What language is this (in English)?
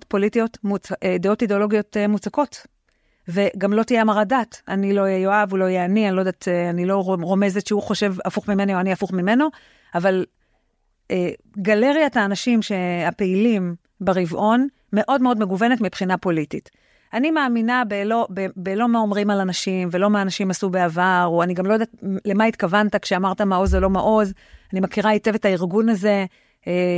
Hebrew